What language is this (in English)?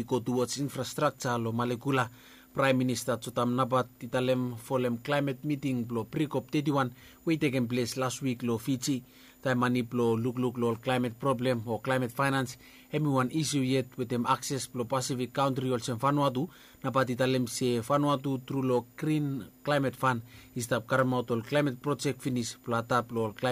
Bislama